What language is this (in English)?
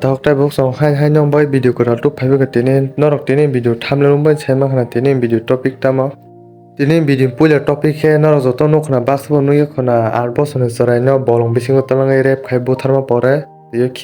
Kok Borok